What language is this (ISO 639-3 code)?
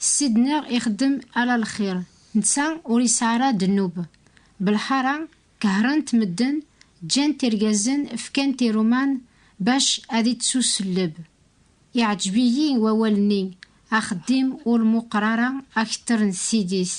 kab